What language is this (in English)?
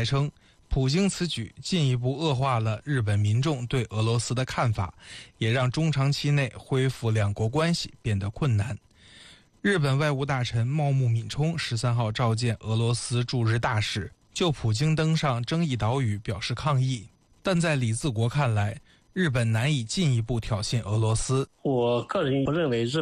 Chinese